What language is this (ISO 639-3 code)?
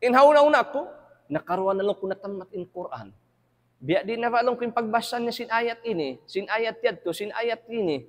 tsg